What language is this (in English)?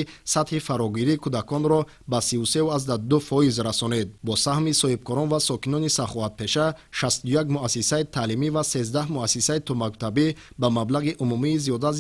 Tajik